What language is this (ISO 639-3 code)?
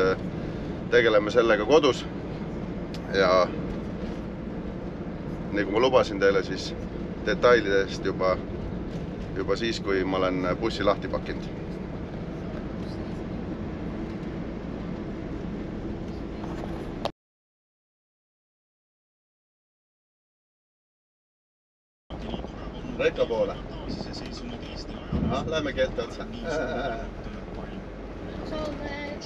est